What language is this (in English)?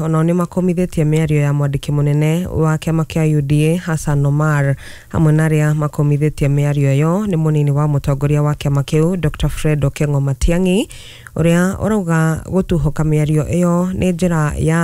Kikuyu